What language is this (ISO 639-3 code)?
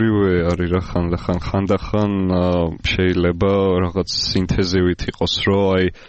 kat